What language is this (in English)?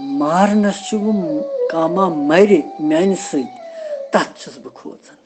Kashmiri